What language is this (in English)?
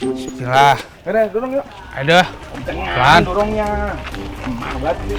Betawi